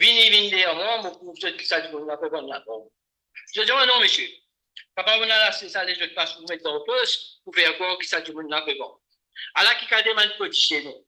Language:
Morisyen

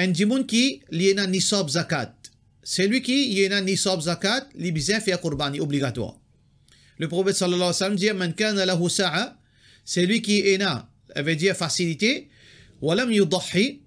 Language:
Morisyen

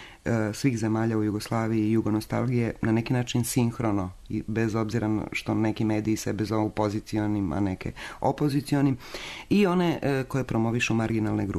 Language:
Serbian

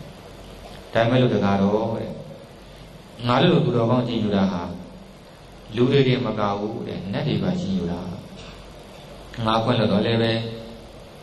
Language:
Burmese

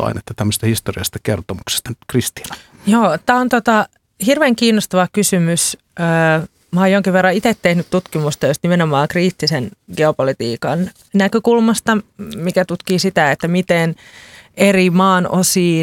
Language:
Finnish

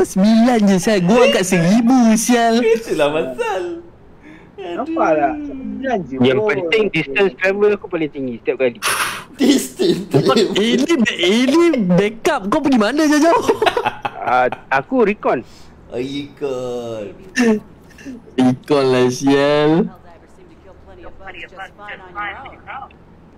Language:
Malay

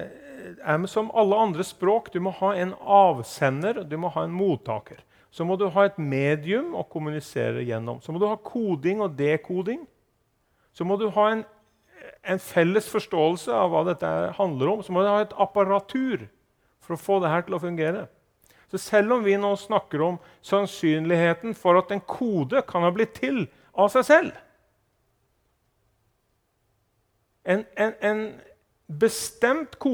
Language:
Norwegian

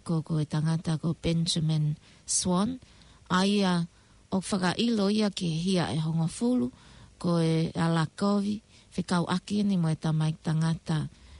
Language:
Tongan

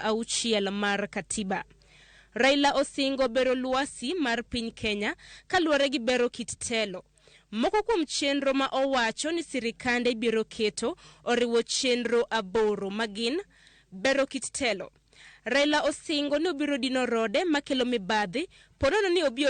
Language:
Luo (Kenya and Tanzania)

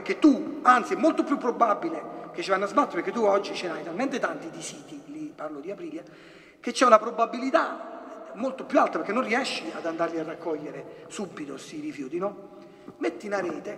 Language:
Italian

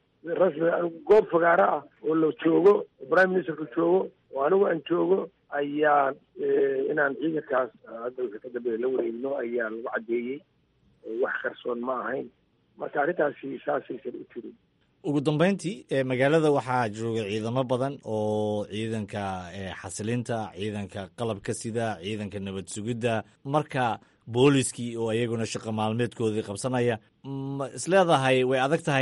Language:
Somali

